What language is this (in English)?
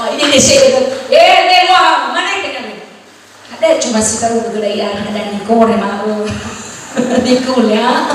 Nias